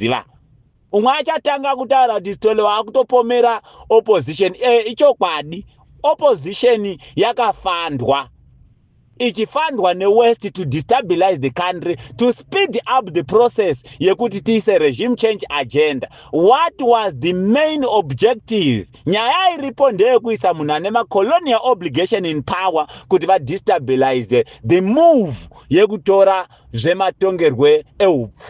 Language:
Shona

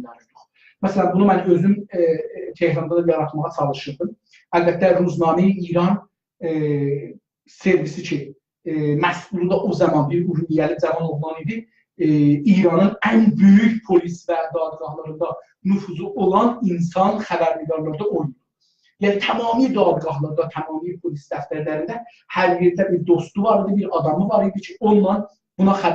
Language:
South Azerbaijani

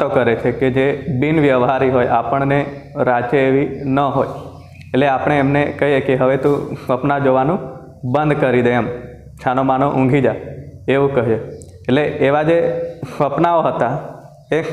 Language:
Gujarati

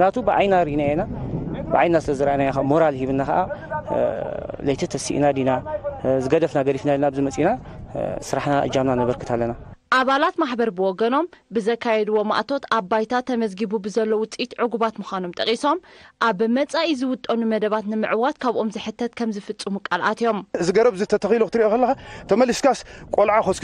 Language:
Tigrinya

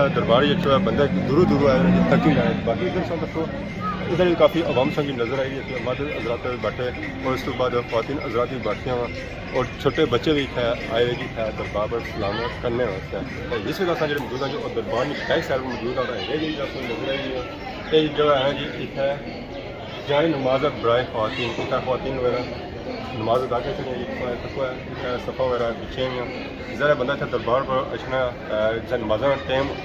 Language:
Pahari-Potwari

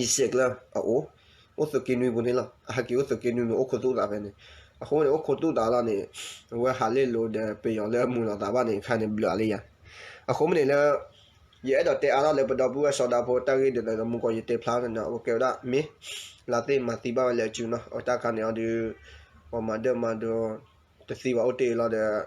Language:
S'gaw Karen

